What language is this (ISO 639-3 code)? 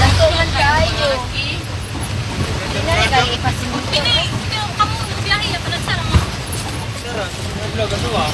ceb